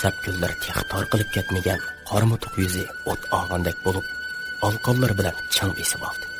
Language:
Uyghur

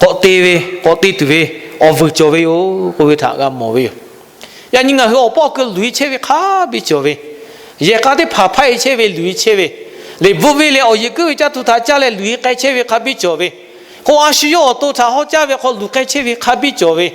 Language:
Lahu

